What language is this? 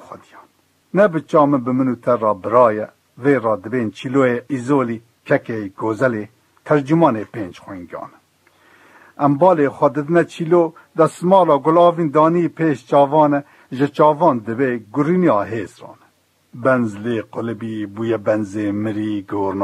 Kurdish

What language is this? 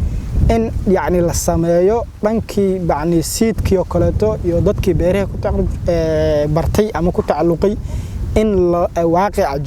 Somali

